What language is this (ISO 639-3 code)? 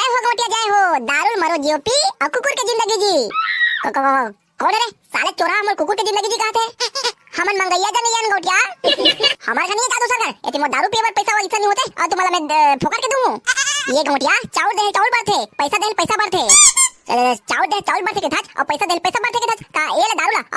hne